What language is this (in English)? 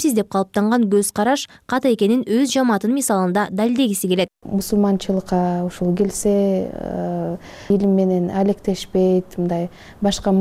Kyrgyz